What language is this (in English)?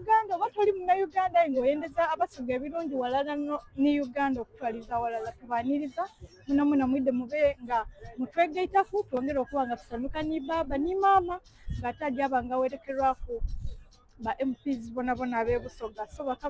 Soga